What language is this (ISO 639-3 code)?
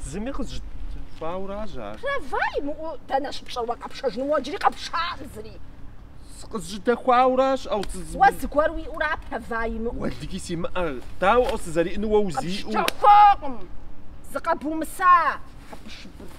kbd